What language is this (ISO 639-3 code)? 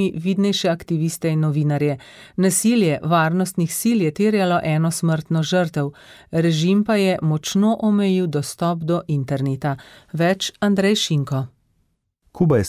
slv